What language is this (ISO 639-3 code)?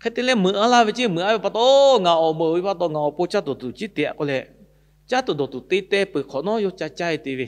lhu